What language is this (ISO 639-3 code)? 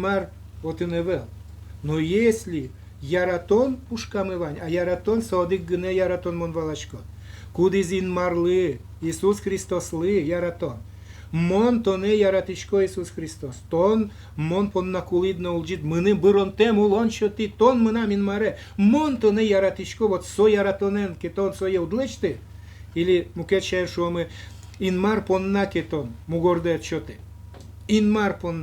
udm